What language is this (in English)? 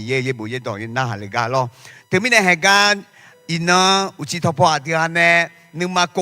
Akha